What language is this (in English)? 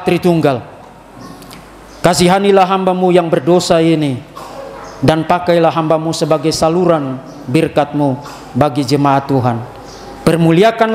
Indonesian